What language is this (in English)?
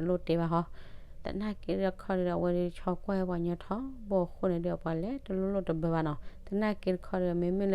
S'gaw Karen